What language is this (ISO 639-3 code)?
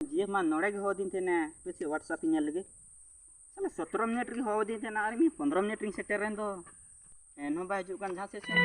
sat